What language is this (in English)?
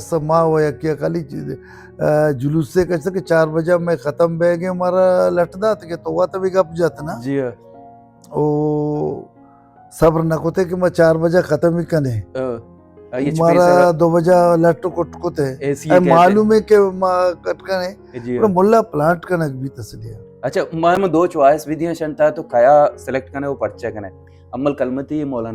Baluchi